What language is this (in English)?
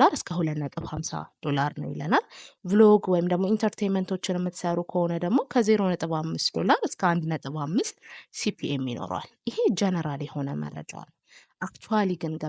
Amharic